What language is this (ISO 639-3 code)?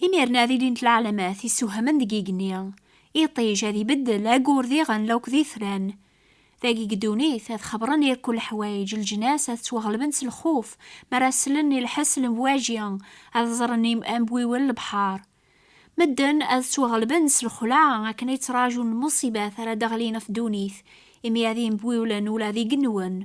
kab